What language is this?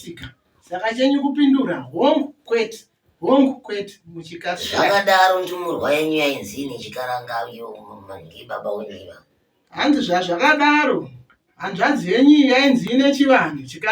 Shona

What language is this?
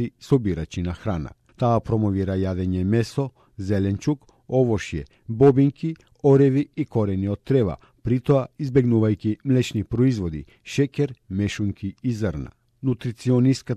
Macedonian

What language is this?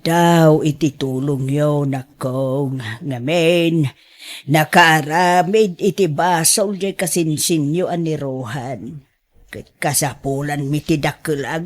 Iloko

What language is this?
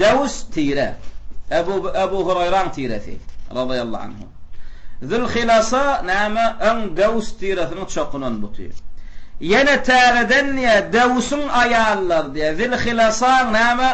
Turkmen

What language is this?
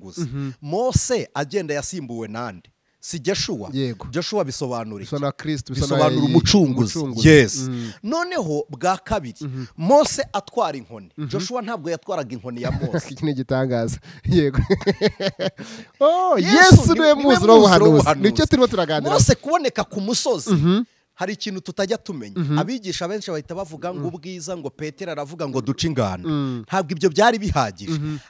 Kinyarwanda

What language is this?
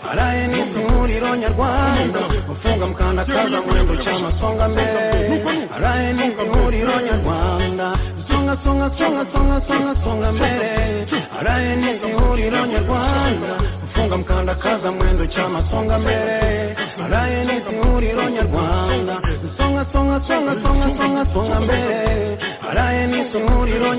Kinyarwanda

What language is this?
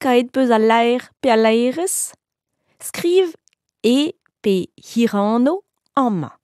Breton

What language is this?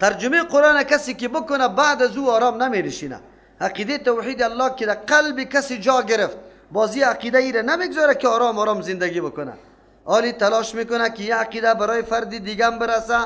Persian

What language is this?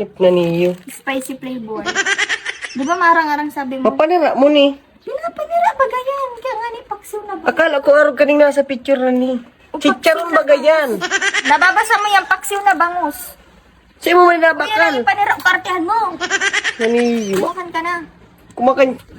Bikol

